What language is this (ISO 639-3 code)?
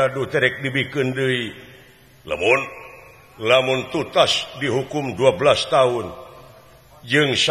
sun